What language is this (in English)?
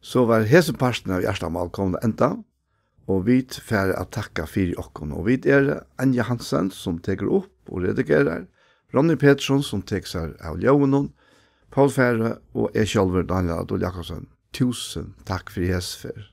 Faroese